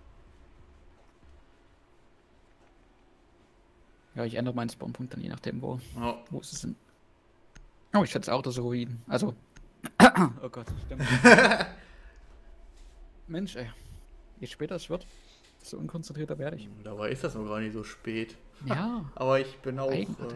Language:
German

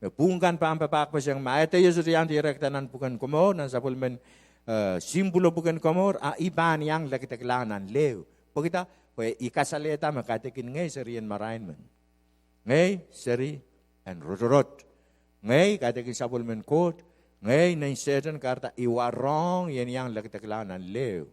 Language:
Pohnpeian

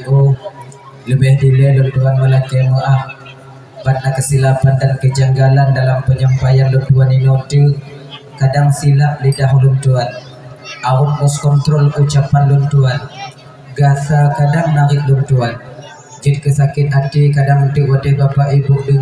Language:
Achinese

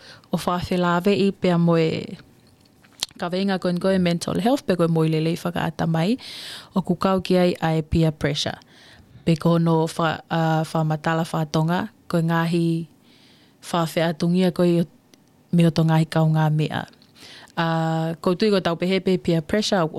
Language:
Tongan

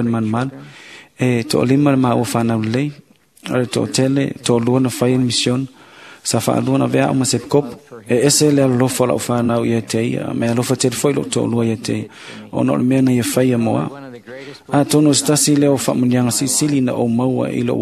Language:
Samoan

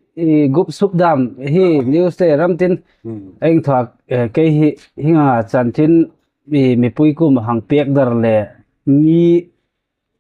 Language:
Hmar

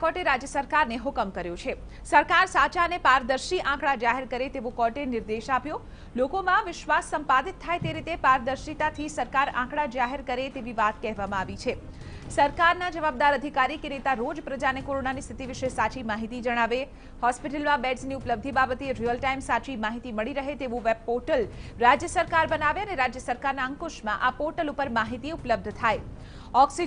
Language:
Gujarati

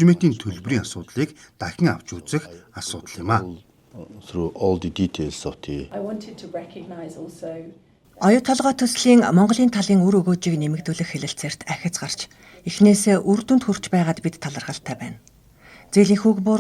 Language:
Mongolian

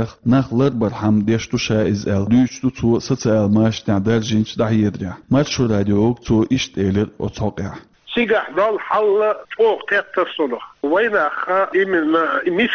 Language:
Chechen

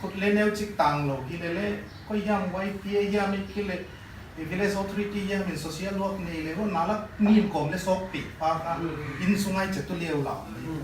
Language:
Paite Chin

